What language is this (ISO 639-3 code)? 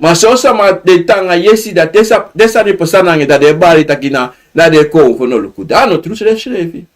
srn